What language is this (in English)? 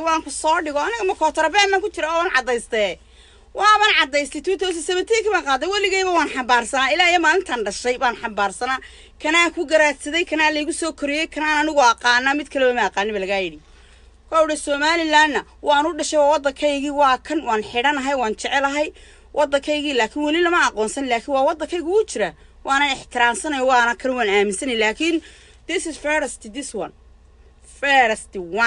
Somali